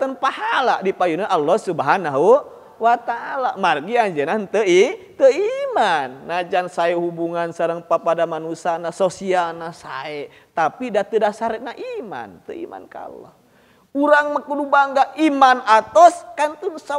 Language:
Sundanese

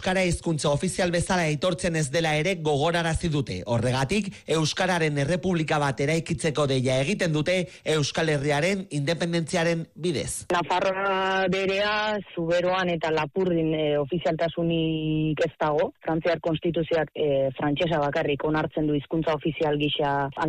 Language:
Basque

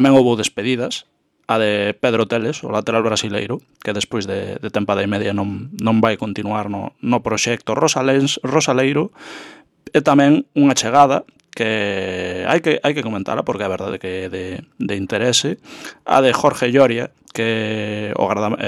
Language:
Galician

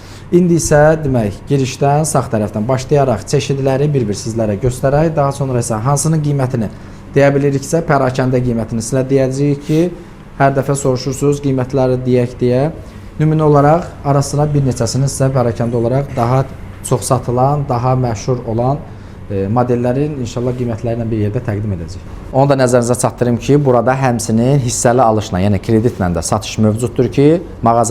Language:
Azerbaijani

